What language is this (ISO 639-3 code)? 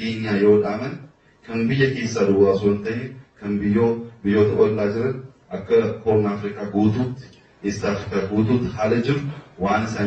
orm